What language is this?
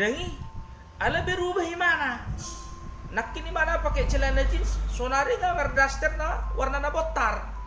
Batak Toba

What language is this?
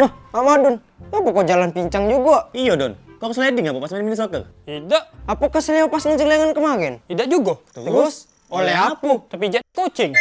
Musi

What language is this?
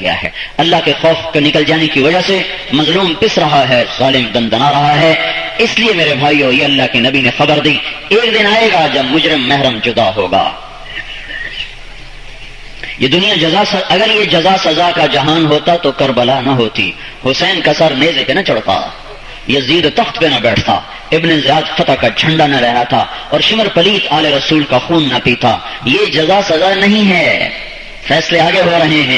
Urdu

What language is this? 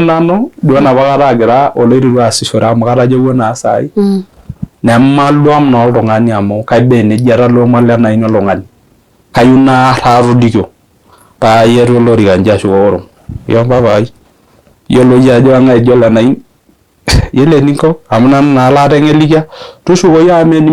Masai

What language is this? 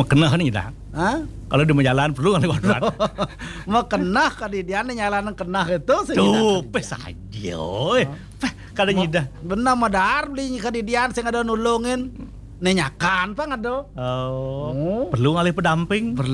Balinese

